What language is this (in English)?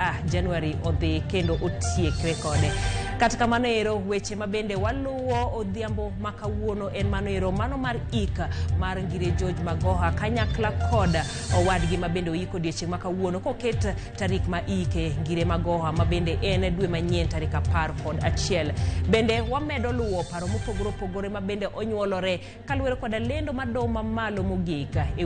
Luo (Kenya and Tanzania)